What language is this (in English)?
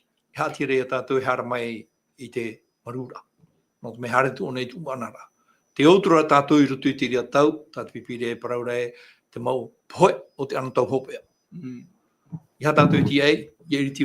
Tahitian